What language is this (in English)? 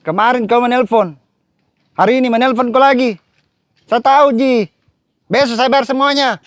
Makassar Malay